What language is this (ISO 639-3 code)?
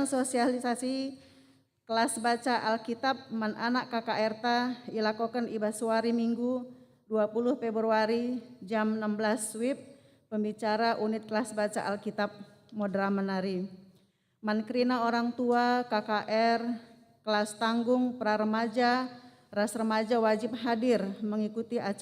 btx